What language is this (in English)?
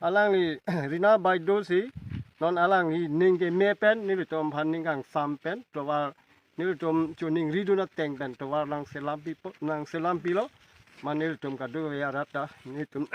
Karbi